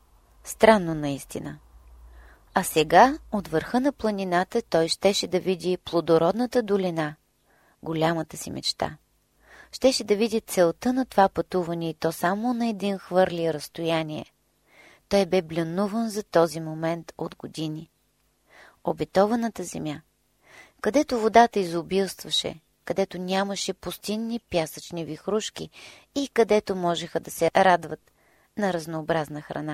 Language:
Bulgarian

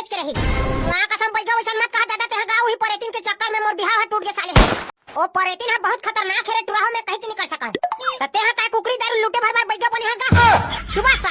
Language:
Chhattisgarhi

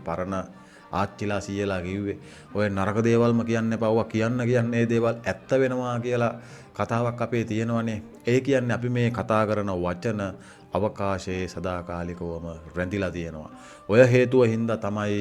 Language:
Sinhala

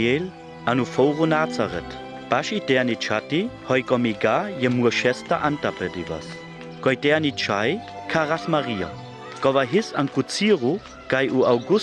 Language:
Sinte Romani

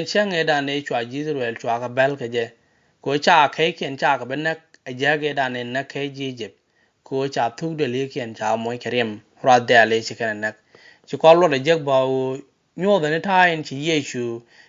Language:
Nuer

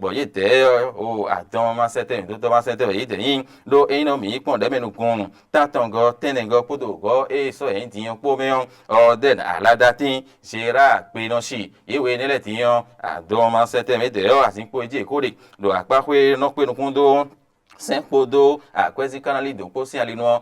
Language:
Fon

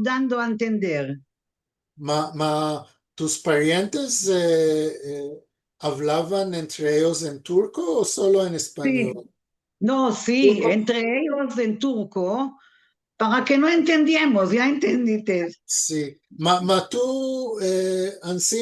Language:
Ladino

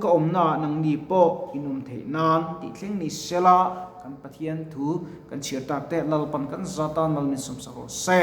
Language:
Mizo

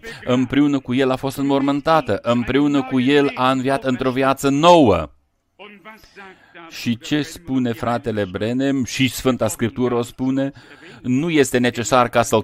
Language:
Romanian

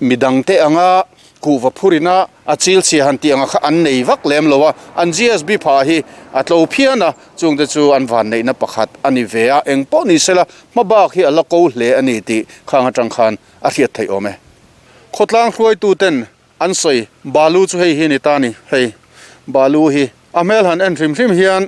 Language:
Mizo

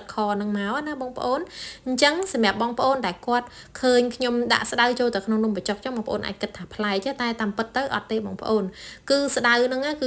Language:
Khmer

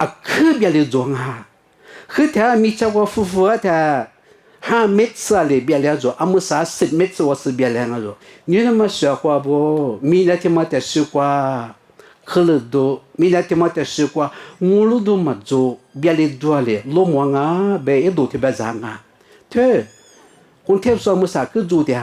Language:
Lisu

